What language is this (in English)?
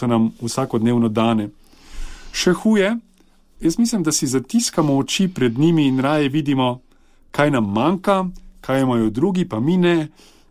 Slovenian